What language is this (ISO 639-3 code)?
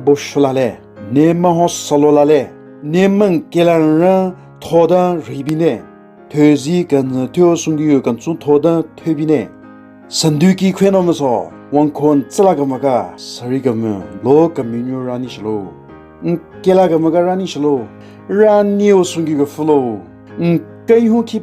nre